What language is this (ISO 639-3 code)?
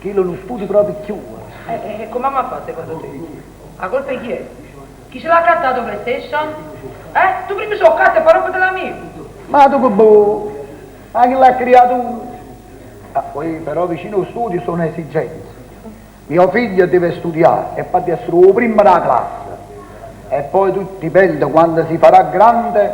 nap